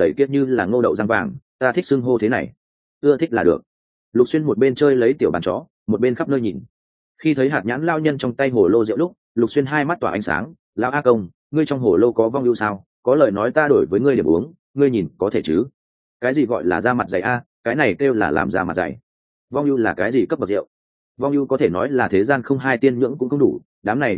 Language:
Vietnamese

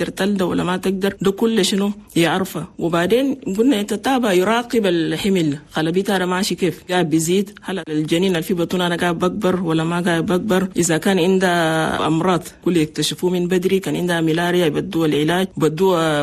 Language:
Chadian Arabic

